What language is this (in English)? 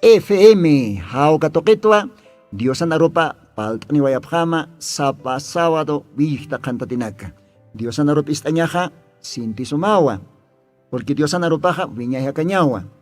Aymara